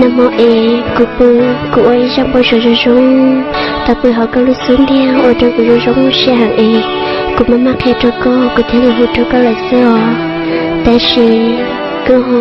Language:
Hmong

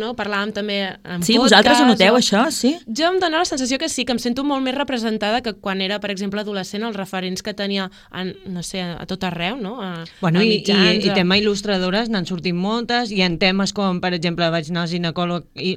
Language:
Catalan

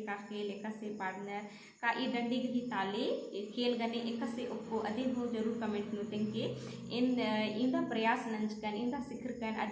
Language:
Kurukh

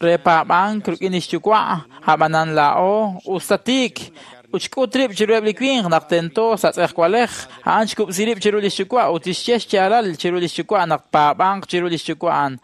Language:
Kekchí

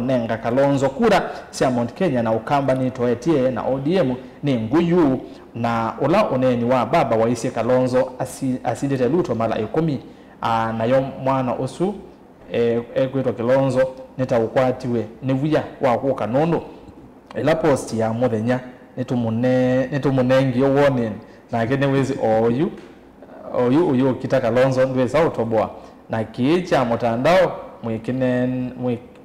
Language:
Kamba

